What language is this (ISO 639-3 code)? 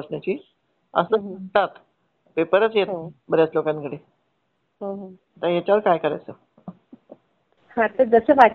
mar